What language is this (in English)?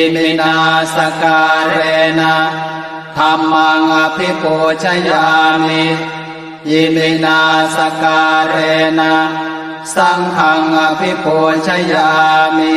Pali